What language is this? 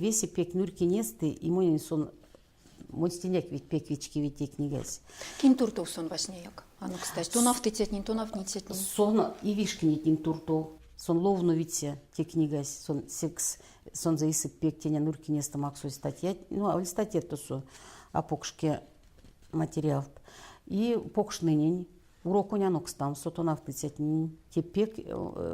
Erzya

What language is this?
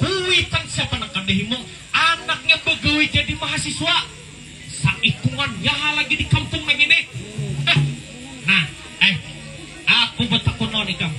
Banjar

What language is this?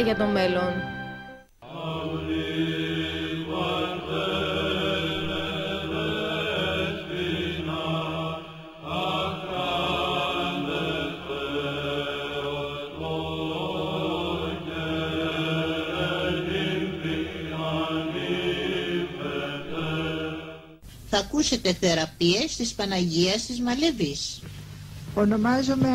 Greek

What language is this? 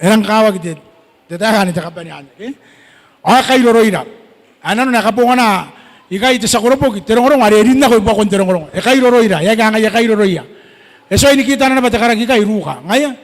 Gilbertese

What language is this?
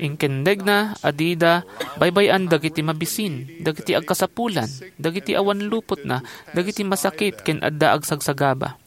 Iloko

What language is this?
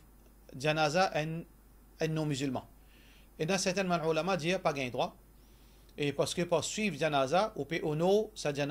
Morisyen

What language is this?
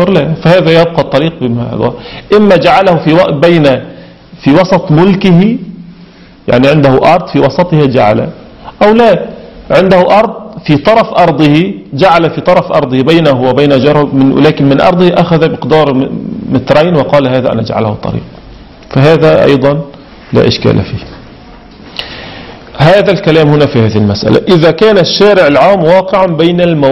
Arabic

